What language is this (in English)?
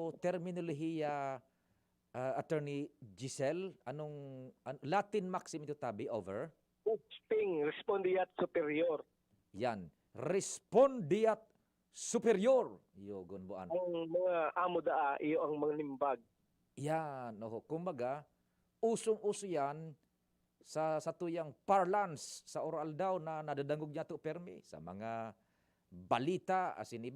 Bikol